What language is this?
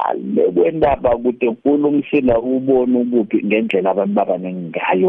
South Ndebele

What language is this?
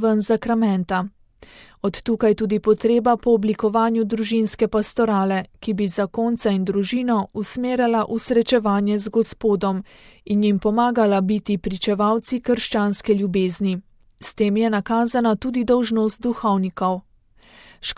Slovenian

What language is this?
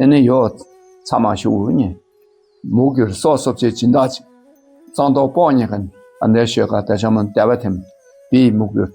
Dakpakha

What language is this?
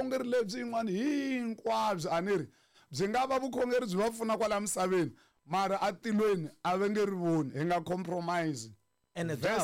Tsonga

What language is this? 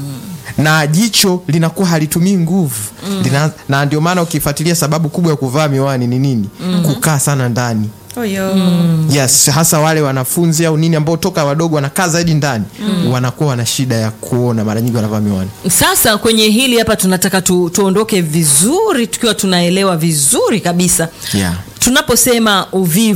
Swahili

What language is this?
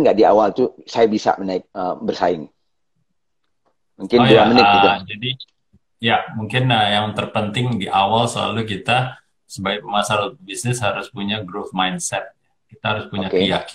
Indonesian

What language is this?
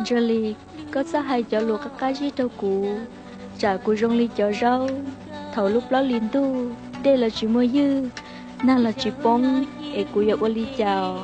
Hmong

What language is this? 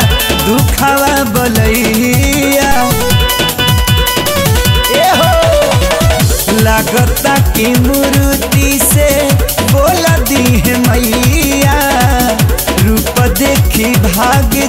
Bhojpuri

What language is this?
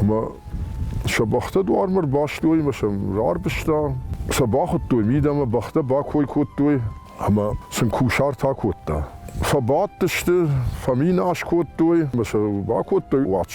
Ossetic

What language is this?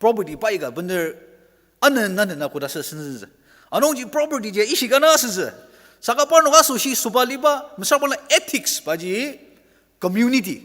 Ao Naga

